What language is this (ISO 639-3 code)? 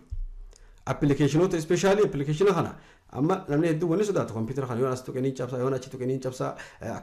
orm